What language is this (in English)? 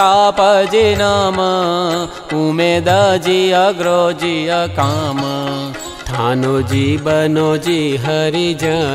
Gujarati